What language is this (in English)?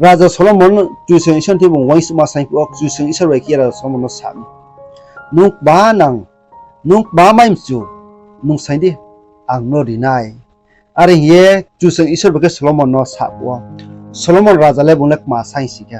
Riang (India)